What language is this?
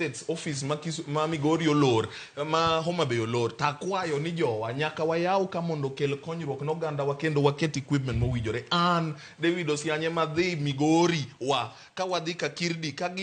Luo (Kenya and Tanzania)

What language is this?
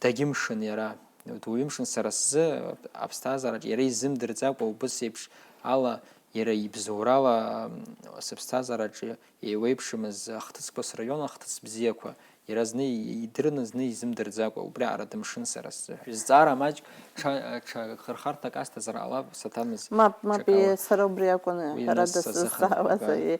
Abkhazian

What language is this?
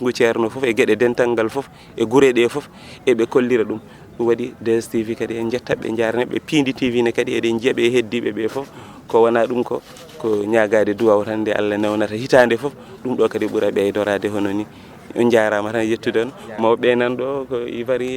Fula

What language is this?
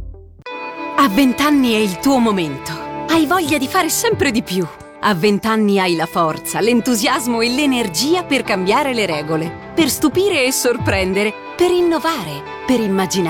Italian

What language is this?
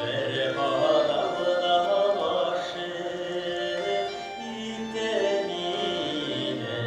Bashkir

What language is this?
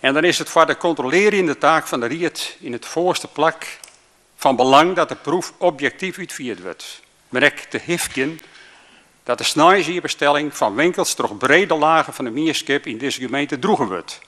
Western Frisian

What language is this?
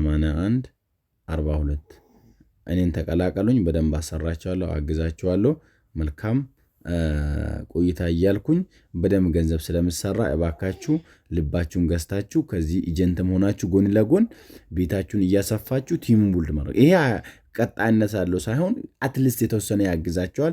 Amharic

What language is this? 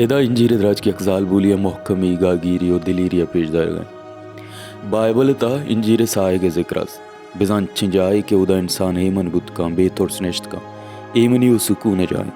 Baluchi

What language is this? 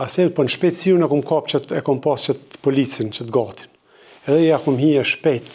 Albanian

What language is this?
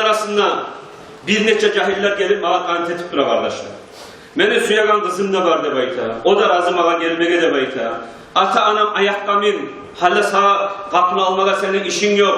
Kumyk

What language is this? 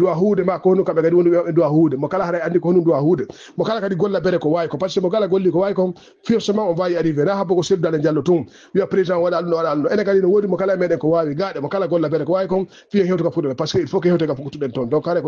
Fula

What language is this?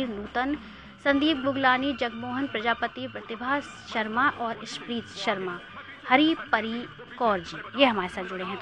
Hindi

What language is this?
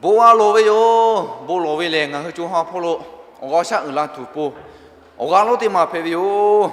Lahu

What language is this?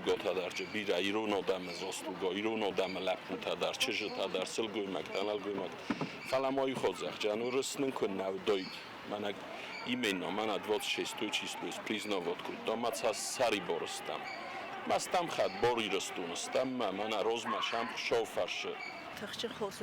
Ossetic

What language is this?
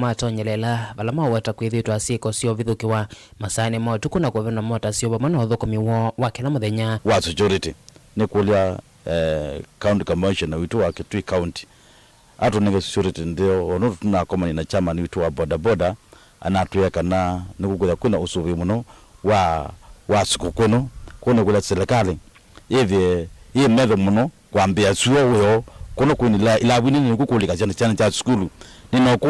Kamba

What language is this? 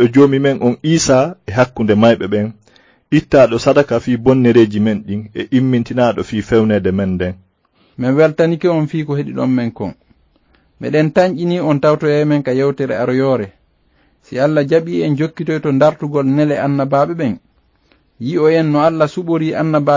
Fula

